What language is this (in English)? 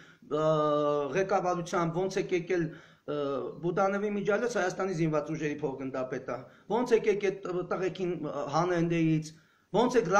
Armenian